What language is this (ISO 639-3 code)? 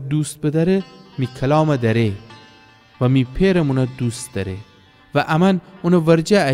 glk